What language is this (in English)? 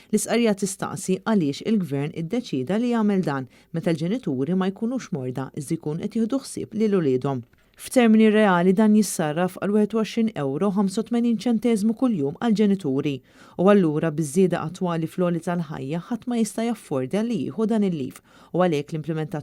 Maltese